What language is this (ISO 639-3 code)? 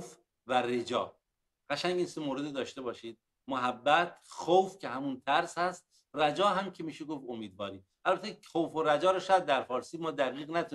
fas